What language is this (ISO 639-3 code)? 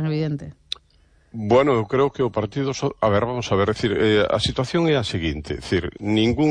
glg